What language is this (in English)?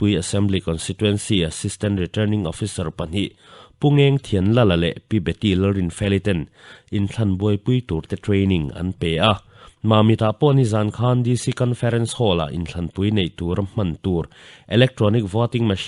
Mizo